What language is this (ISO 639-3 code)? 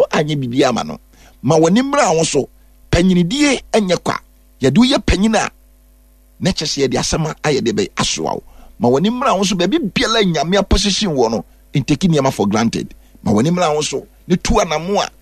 aka